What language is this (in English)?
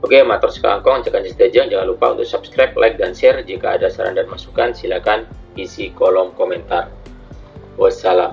Madurese